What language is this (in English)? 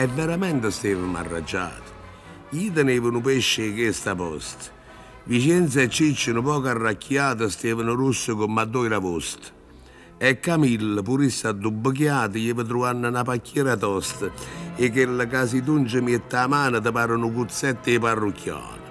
Neapolitan